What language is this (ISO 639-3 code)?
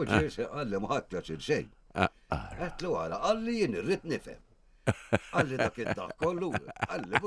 mlt